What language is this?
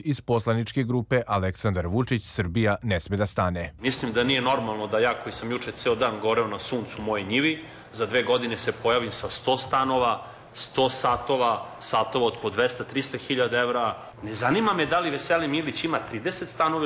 Serbian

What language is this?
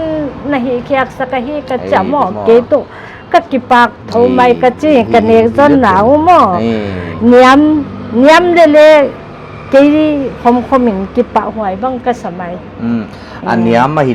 Paite Chin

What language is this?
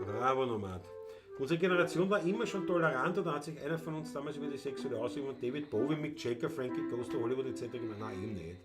Bavarian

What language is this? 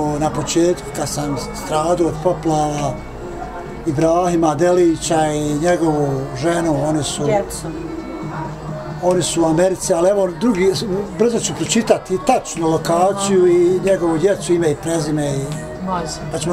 Bosnian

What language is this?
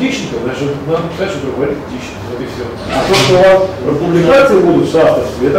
Russian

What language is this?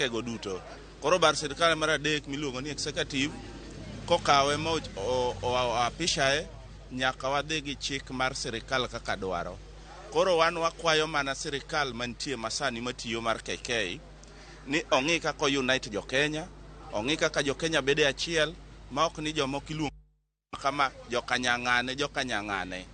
Luo (Kenya and Tanzania)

